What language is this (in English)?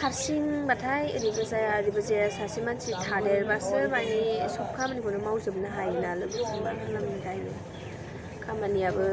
Bodo